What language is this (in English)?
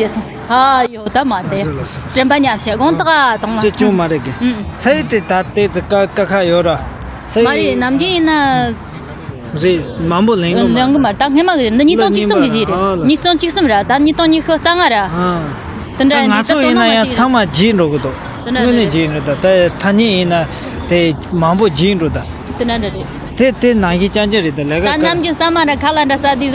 Tibetan